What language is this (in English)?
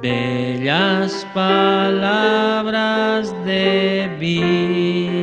Aymara